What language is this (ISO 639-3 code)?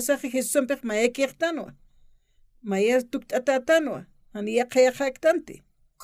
aym